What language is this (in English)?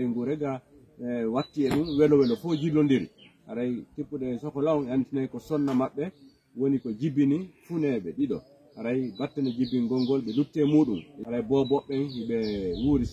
Fula